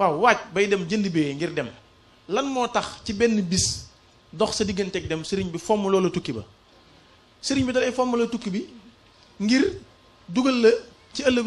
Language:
Wolof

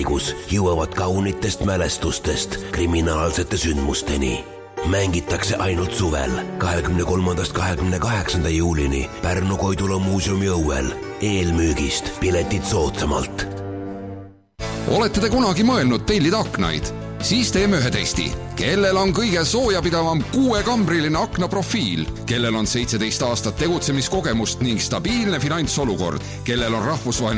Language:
Estonian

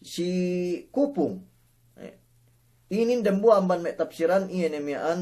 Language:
Yakan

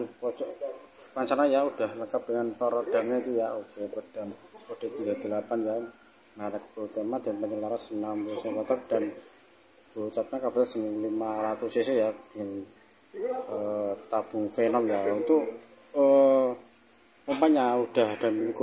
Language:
Indonesian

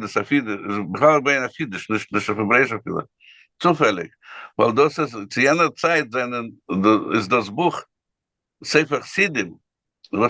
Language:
Yiddish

